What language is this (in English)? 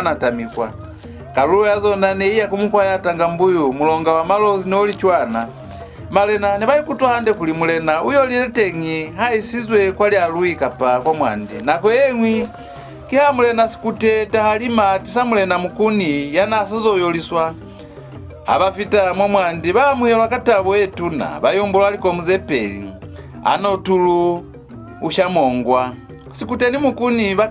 Lozi